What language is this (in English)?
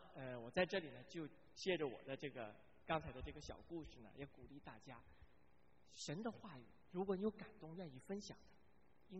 Chinese